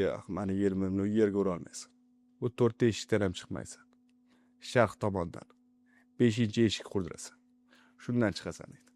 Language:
Uzbek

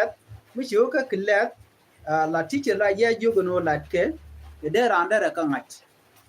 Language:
Nuer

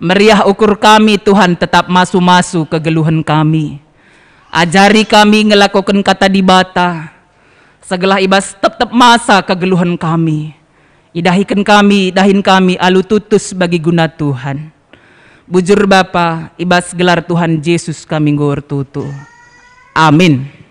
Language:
Batak Karo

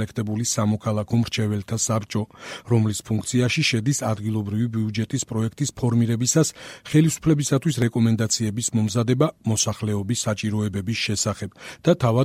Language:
Georgian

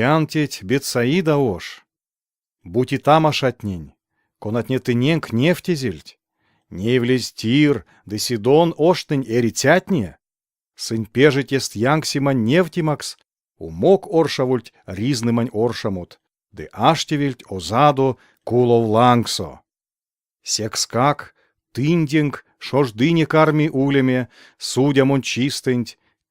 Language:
Erzya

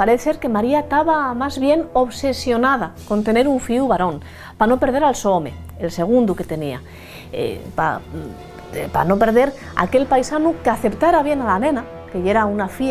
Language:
Asturian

